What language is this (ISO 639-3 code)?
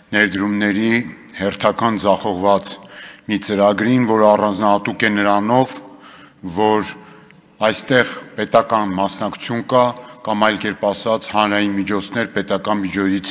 hye